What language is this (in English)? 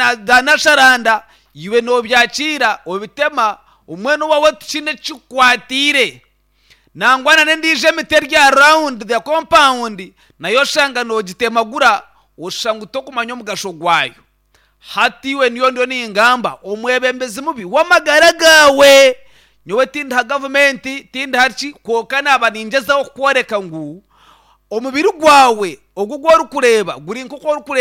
Nyankole